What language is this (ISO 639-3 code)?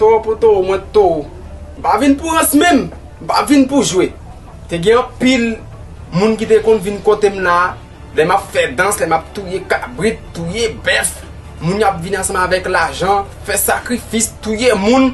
hat